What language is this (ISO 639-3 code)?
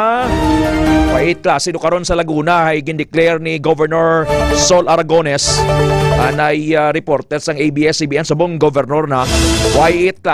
hil